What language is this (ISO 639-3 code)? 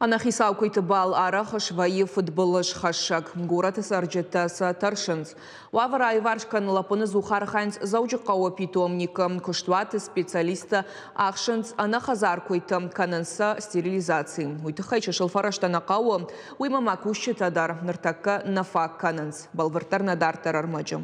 oss